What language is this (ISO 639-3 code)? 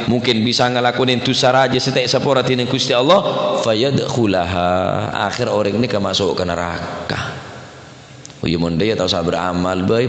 mad